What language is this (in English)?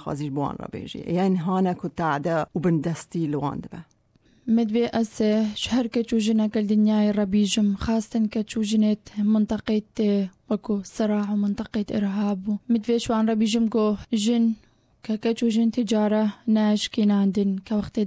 Kurdish